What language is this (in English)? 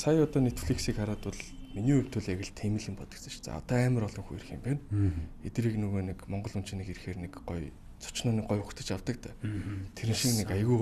Mongolian